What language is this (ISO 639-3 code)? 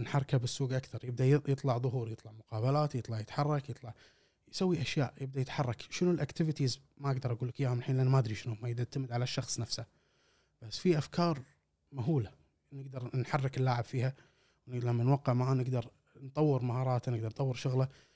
afb